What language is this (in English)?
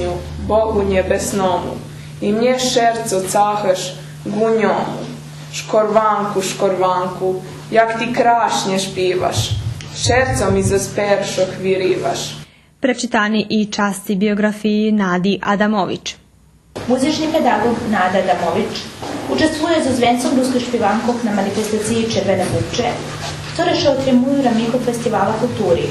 Rusyn